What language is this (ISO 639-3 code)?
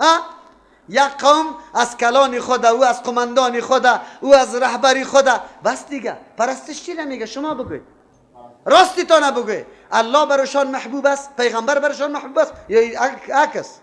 fas